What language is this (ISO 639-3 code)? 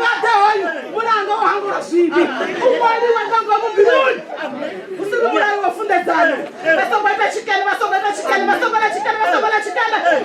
ven